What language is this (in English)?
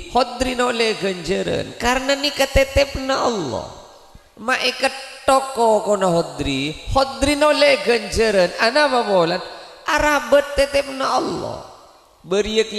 Madurese